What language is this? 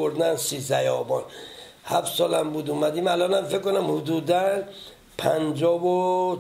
Persian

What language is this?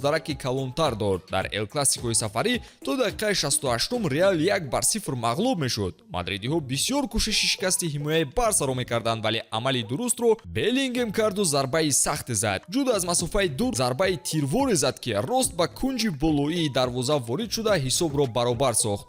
Tajik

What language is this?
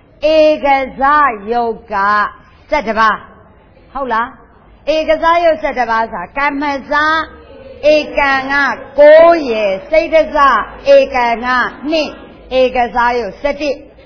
Burmese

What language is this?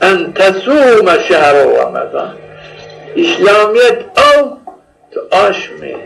Zaza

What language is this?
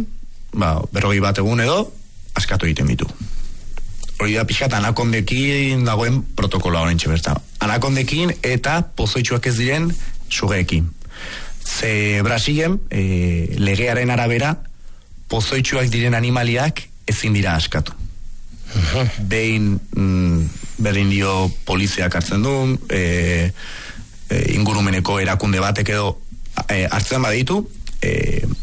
Basque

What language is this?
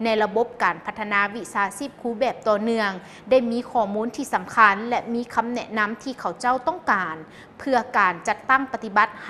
Lao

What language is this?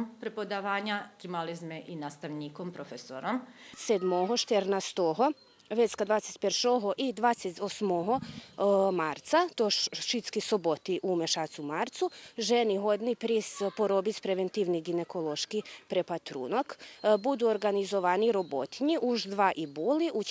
Rusyn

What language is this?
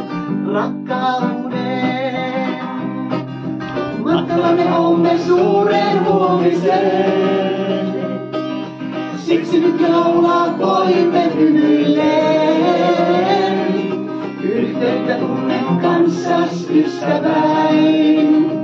Finnish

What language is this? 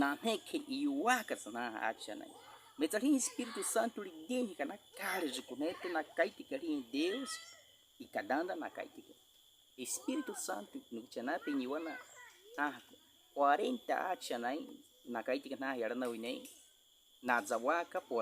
Baniwa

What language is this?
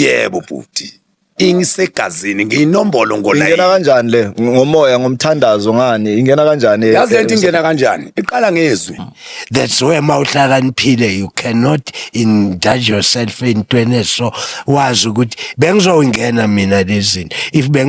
Zulu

